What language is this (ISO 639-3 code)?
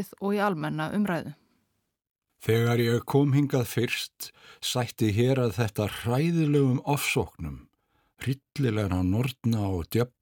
isl